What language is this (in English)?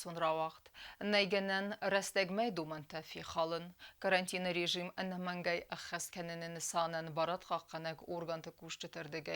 Ossetic